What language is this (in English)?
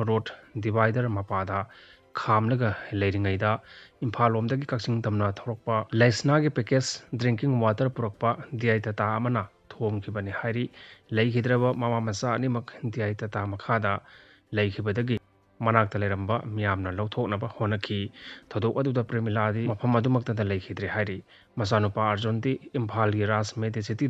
Manipuri